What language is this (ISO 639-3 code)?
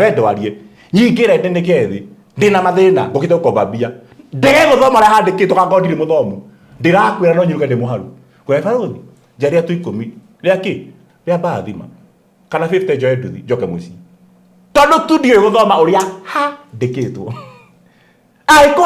kik